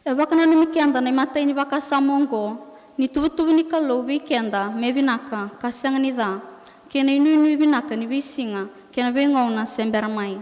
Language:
Fijian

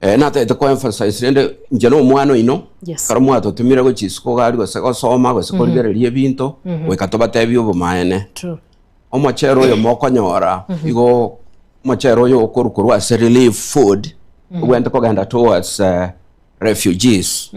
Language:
Gusii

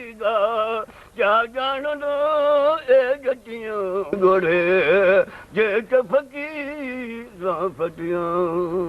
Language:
Sindhi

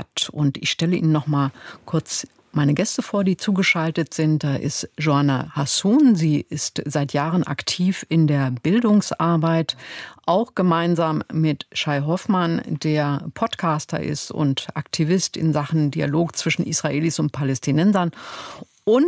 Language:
German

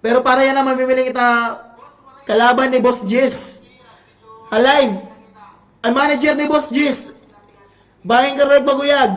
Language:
Waray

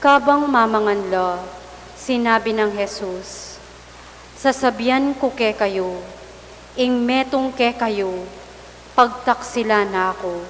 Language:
Pampanga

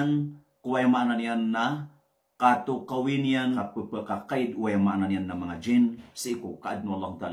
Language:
Maranao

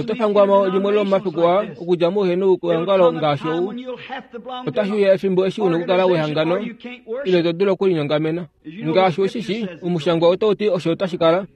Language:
Kuanyama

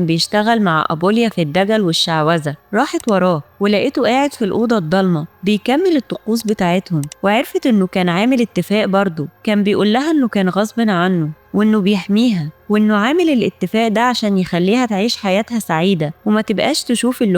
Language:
Egyptian Arabic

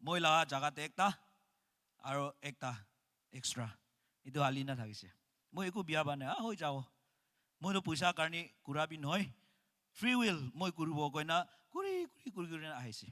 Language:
Naga Pidgin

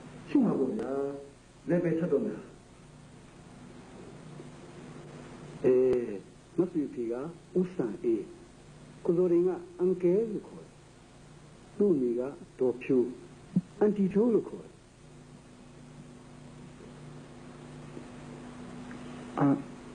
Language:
Burmese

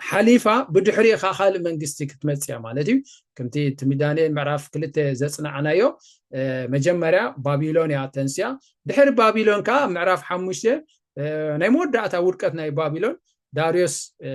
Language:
Tigrinya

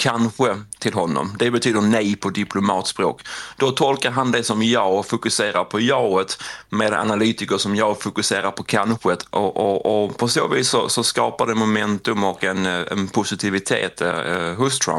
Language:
Swedish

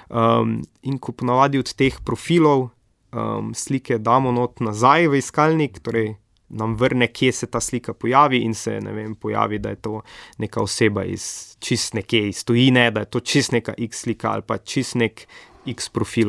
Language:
Slovenian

